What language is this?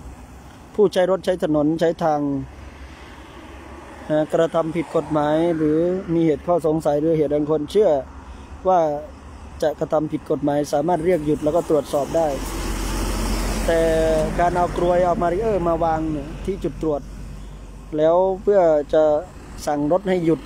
Thai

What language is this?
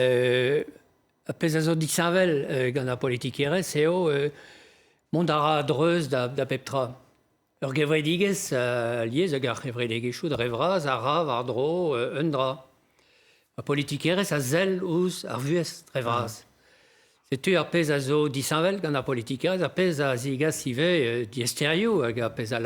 Breton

